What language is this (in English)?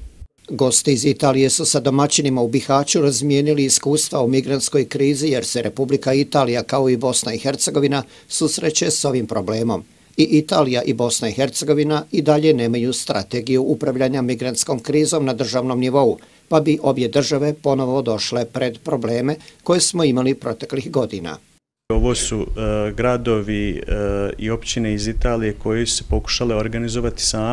Bosnian